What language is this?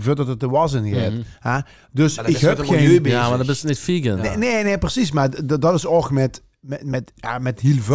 Limburgish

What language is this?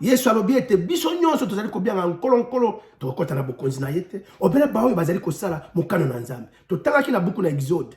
Lingala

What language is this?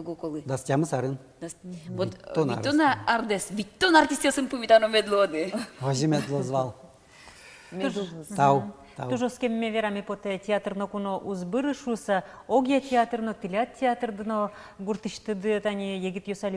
Udmurt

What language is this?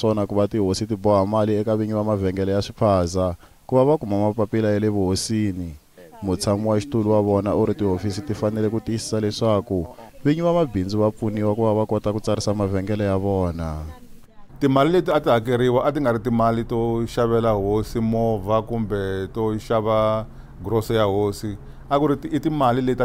Tsonga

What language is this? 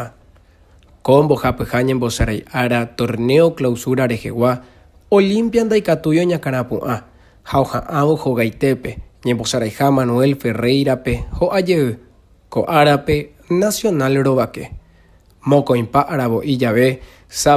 Guarani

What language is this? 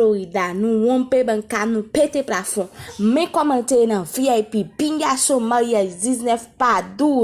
Haitian Creole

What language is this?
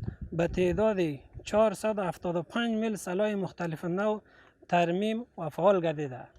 Pashto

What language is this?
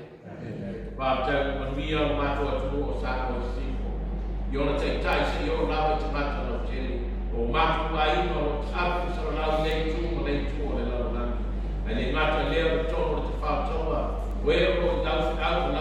Samoan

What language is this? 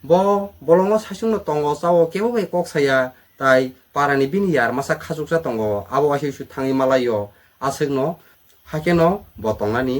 Kok Borok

